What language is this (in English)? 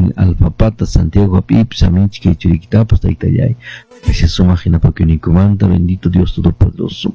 Quechua